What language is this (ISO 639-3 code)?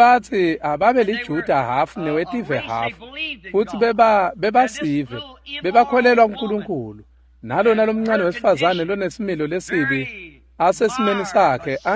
ssw